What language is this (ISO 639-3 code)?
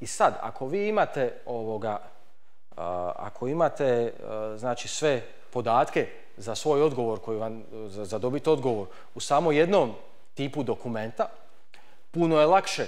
hrv